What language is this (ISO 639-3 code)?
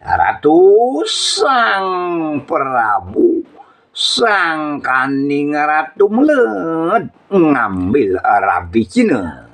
ban